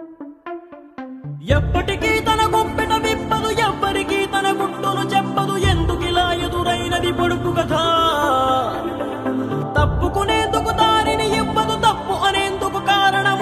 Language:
Telugu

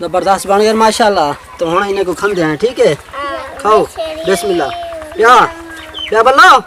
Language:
Saraiki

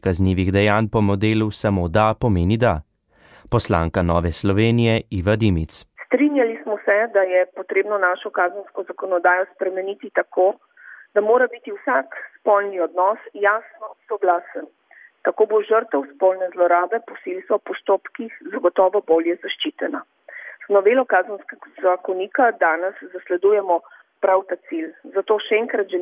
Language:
Slovenian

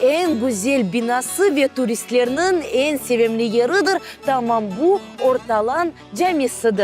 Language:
Crimean Tatar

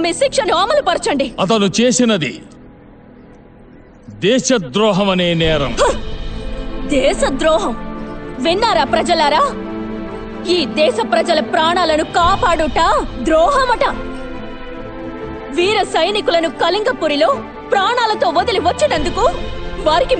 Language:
Telugu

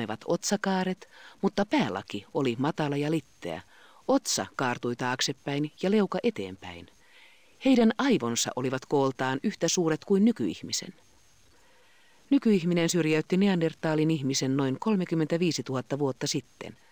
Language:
Finnish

